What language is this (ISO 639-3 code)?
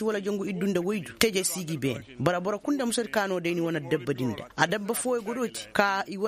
ses